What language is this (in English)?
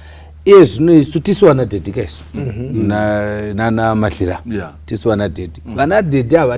Shona